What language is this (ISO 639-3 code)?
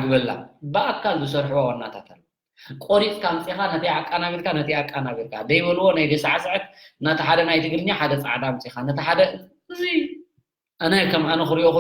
tir